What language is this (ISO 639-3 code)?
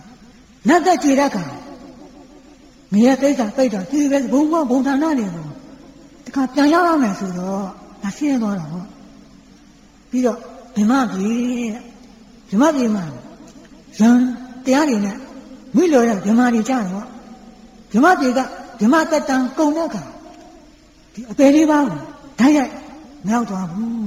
mya